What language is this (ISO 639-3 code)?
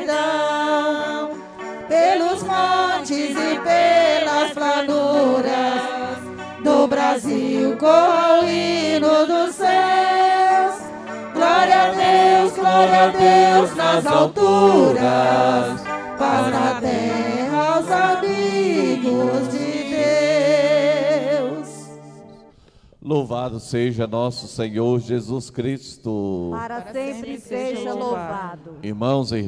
por